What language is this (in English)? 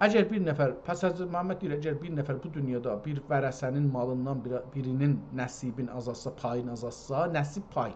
South Azerbaijani